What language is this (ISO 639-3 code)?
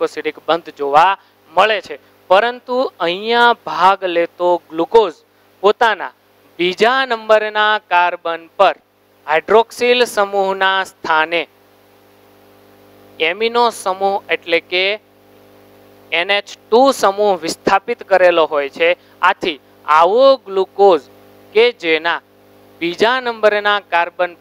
guj